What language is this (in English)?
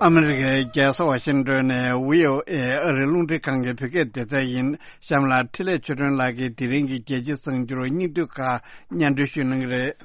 Tibetan